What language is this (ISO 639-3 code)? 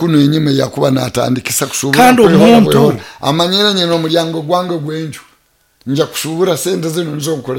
nyo